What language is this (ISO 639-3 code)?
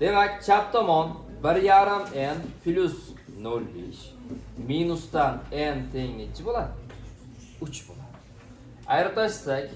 uzb